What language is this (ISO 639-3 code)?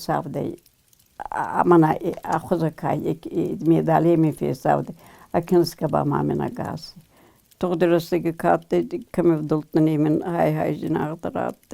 oss